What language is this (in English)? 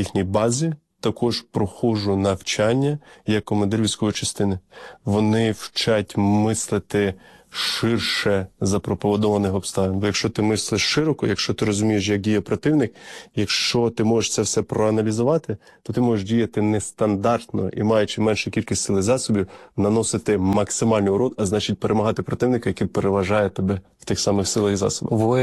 Ukrainian